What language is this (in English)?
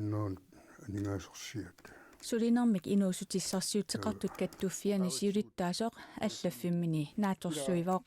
Kalaallisut